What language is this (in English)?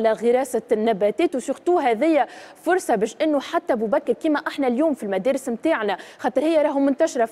Tunisian Arabic